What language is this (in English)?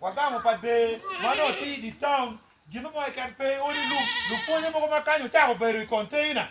Acoli